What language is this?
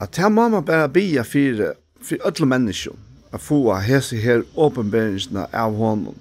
Faroese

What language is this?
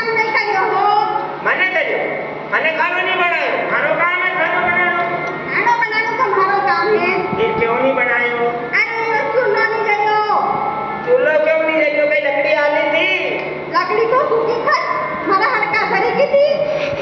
Rajasthani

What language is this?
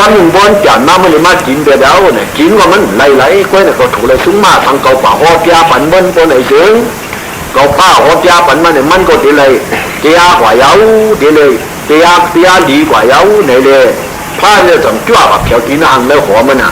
Shan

